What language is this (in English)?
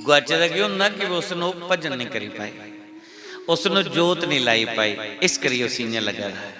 Dogri